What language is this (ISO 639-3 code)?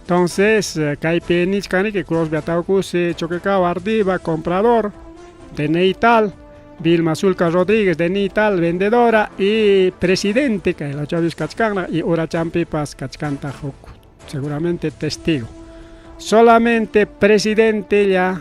quy